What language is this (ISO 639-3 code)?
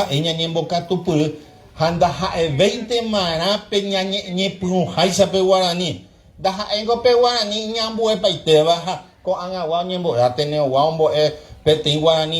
grn